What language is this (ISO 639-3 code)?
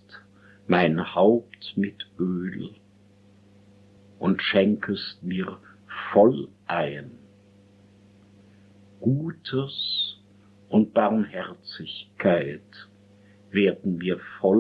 deu